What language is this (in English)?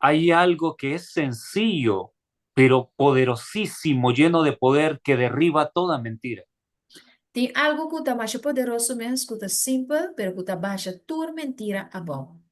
Papiamento